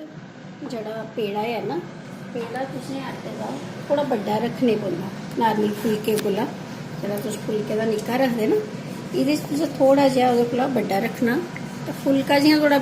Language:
Dogri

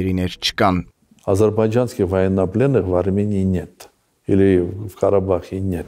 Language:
Armenian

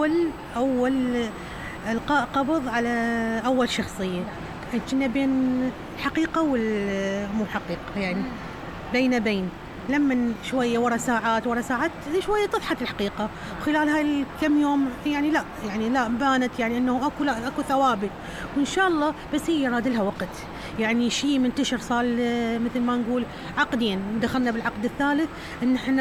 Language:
Mesopotamian Arabic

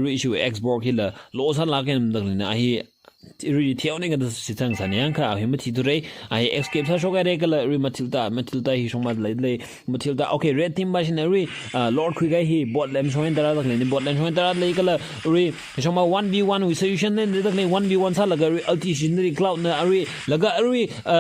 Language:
Tangkhul Naga (India)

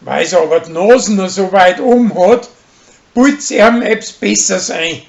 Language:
Bavarian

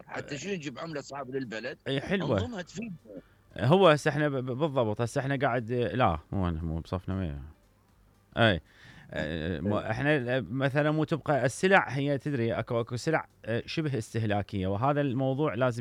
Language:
Mesopotamian Arabic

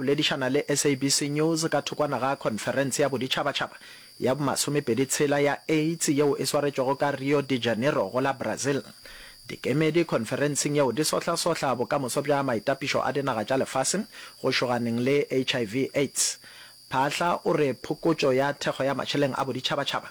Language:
Northern Sotho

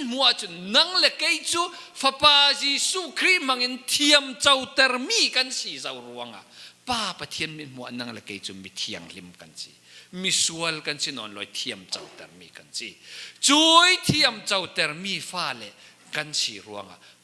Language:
Falam Chin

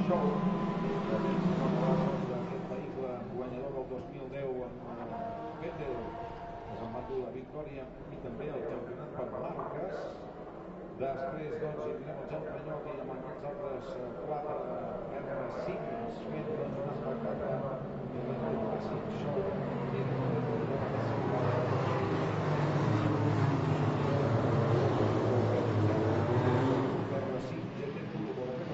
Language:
Catalan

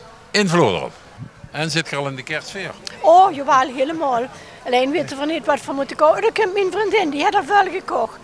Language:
Limburgish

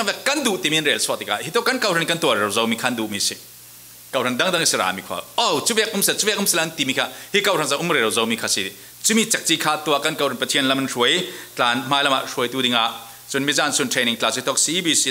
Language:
Falam Chin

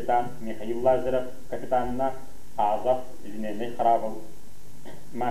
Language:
Yakut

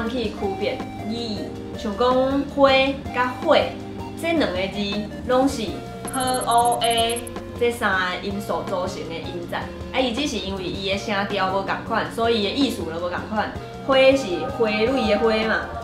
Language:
Min Nan Chinese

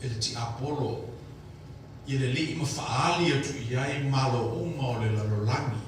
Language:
Samoan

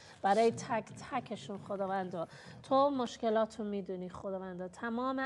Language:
Persian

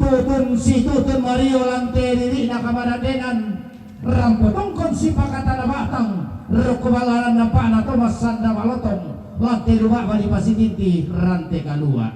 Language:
Toraja-Sa'dan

